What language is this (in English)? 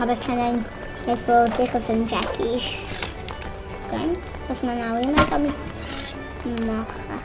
Swiss German